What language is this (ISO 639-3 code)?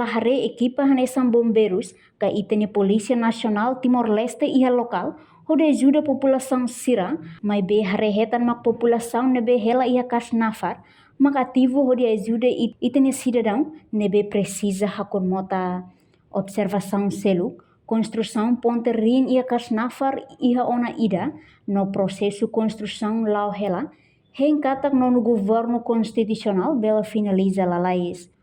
tet